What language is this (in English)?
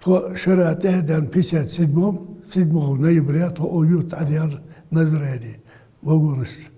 Ingush